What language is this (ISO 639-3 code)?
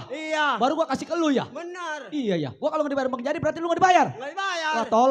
bew